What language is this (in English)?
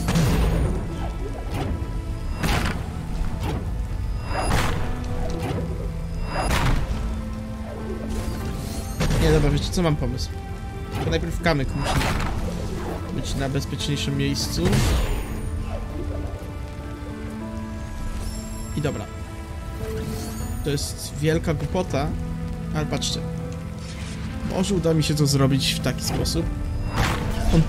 Polish